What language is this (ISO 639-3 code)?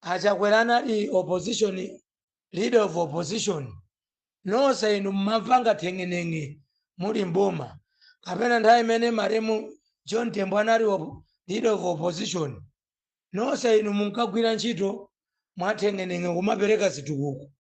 nya